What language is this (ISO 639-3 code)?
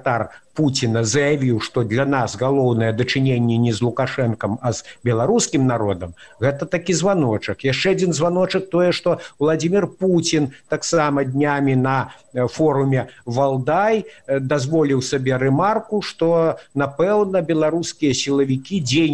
bel